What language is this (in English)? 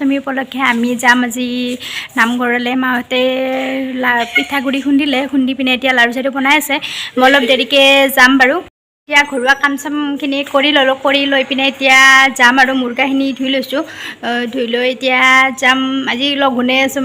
Assamese